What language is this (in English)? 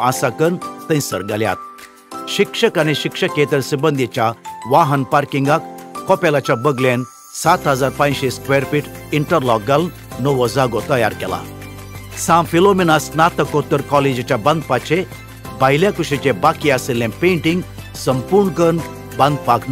Konkani